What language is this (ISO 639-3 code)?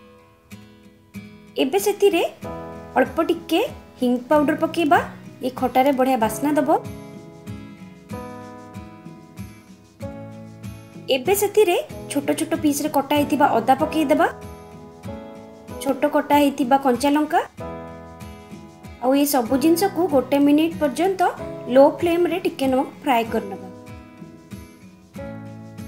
ori